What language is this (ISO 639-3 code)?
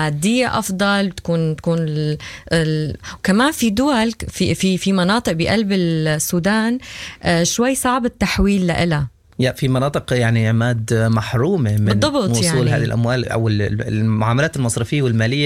apd